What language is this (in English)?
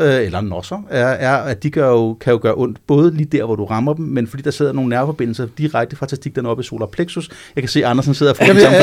Danish